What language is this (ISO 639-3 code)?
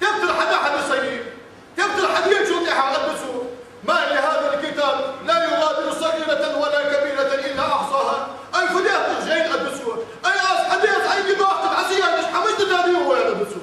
inh